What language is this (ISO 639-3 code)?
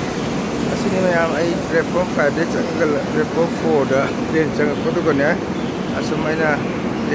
mni